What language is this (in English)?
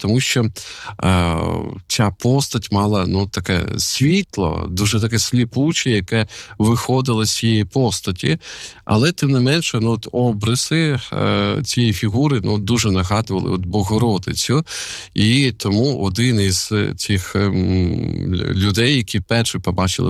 Ukrainian